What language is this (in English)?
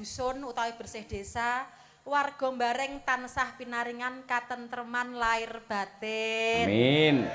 Javanese